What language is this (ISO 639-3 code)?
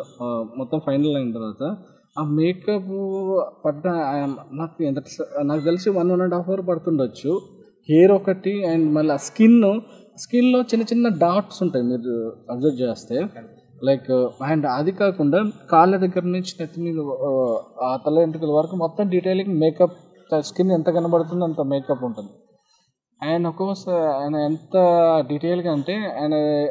tel